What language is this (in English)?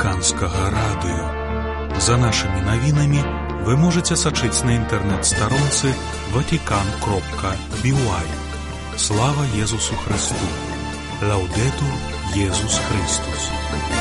Belarusian